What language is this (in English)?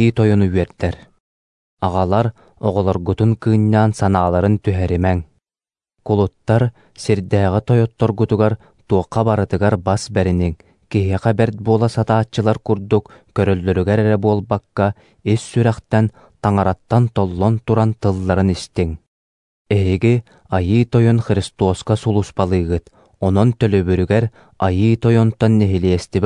Yakut